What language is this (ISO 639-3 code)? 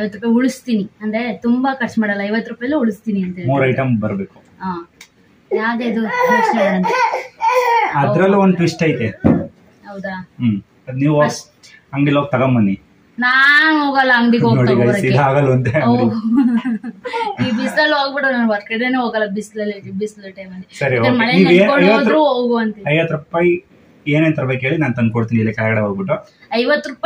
kan